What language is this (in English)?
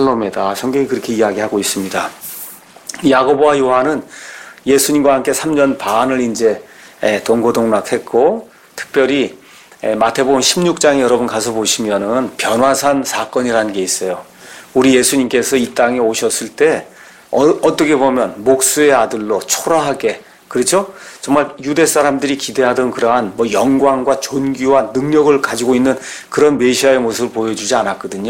Korean